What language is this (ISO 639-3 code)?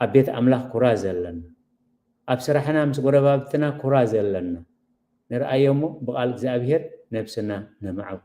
tir